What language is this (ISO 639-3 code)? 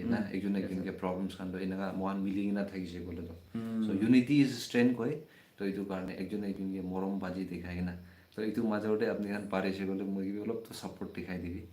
nag